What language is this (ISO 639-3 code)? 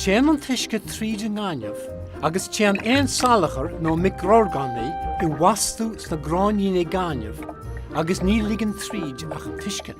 gle